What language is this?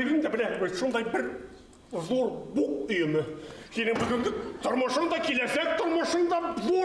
Bashkir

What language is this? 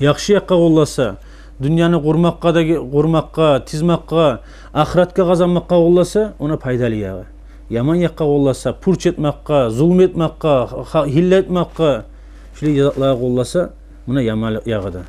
Kumyk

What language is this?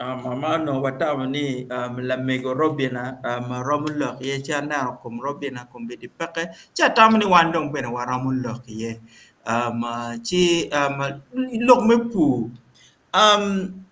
Acoli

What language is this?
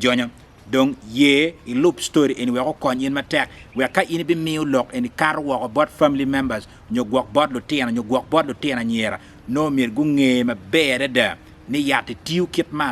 Acoli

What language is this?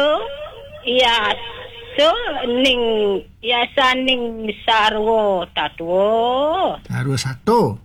Balinese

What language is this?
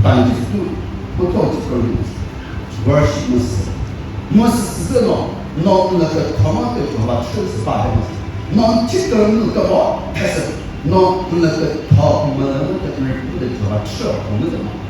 Chokri Naga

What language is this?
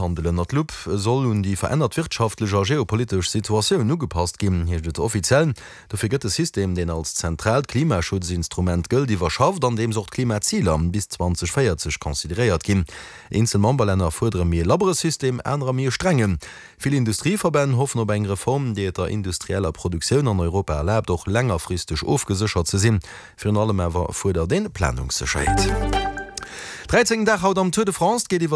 Luxembourgish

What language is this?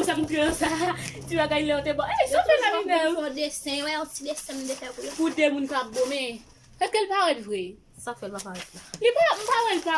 Haitian Creole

